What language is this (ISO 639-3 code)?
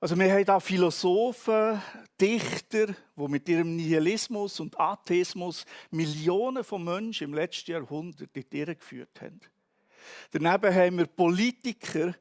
gsw